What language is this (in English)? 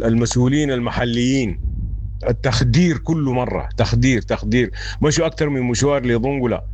Sudanese Arabic